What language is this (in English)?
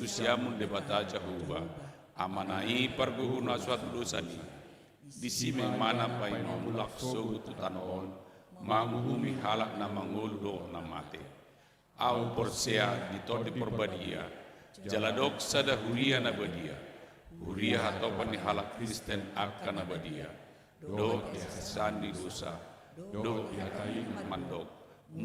Batak Toba